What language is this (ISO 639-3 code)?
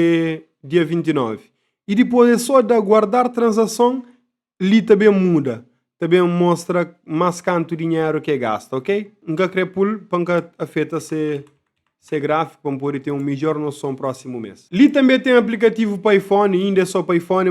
kea